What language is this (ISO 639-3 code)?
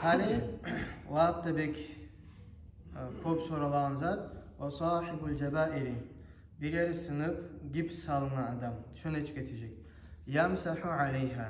kum